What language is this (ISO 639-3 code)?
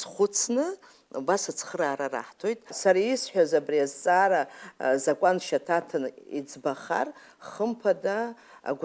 abk